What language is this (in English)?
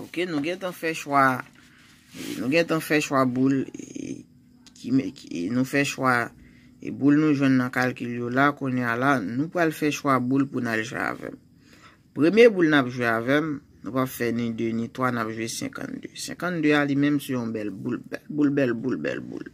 Haitian Creole